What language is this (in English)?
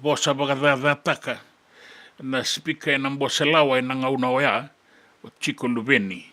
Fijian